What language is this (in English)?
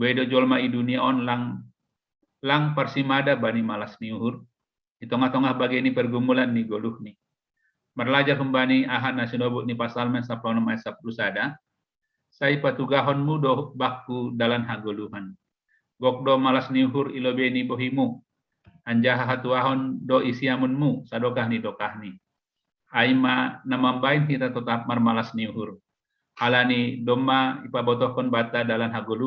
Batak Simalungun